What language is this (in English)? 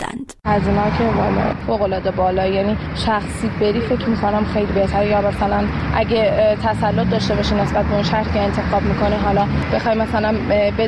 Persian